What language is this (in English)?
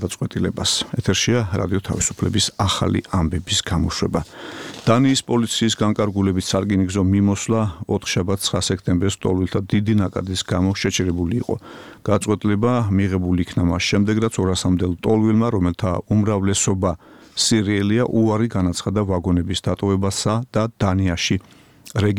Georgian